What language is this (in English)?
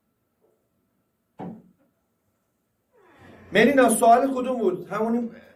Persian